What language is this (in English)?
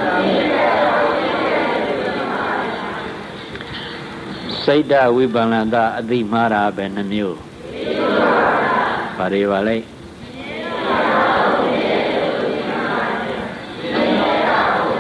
Burmese